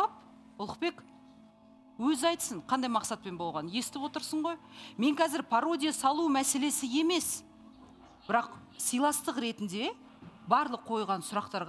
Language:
Kazakh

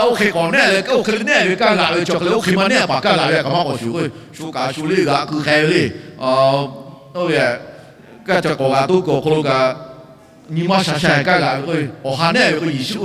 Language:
Lahu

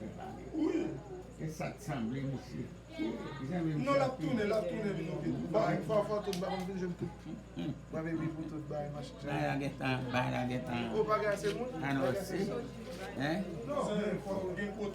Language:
Haitian Creole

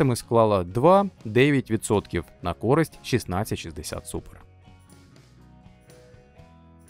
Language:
Ukrainian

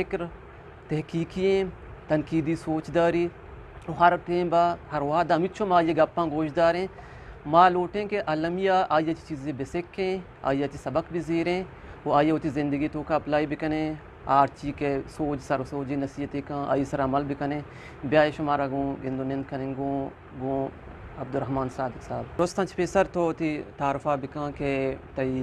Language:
Eastern Balochi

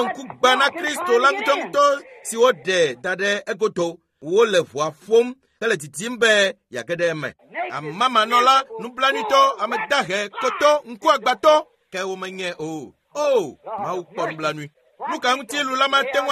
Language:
Ewe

